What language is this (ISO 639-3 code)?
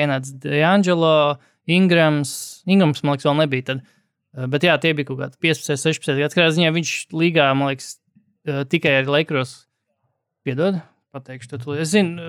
lav